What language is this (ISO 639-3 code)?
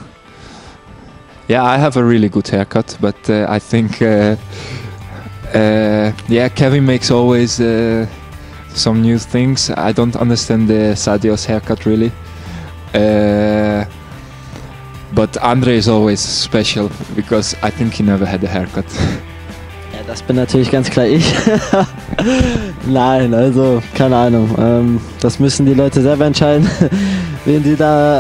deu